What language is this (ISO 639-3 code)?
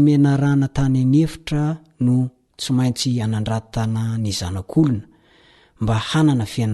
mlg